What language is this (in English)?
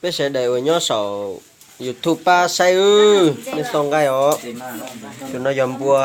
Hmong